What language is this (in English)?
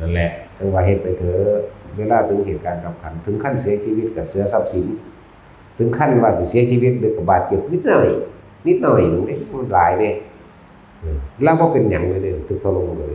Northeastern Thai